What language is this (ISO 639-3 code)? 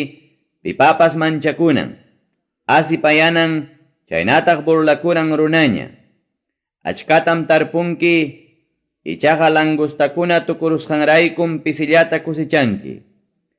quy